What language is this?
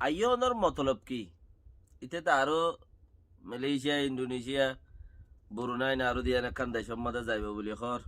Rohingya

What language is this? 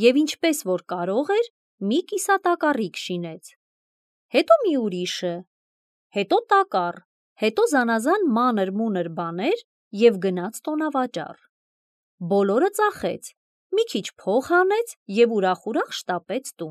Armenian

